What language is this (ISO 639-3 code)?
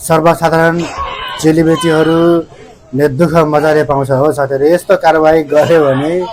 nep